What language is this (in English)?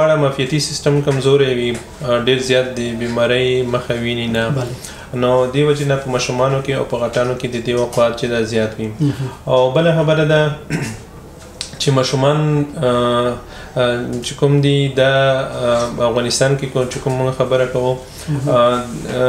Pashto